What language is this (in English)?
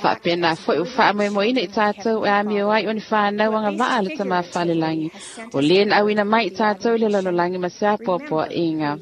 Samoan